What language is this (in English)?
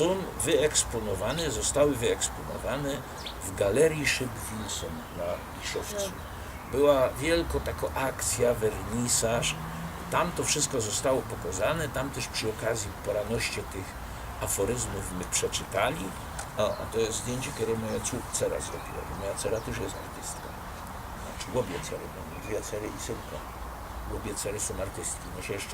Silesian